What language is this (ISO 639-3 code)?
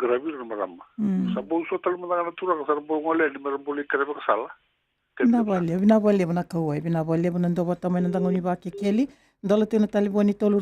fij